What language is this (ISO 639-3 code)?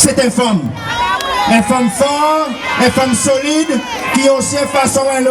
crs